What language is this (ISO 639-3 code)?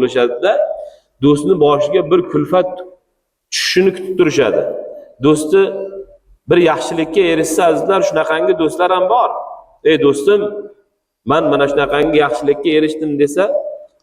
uzb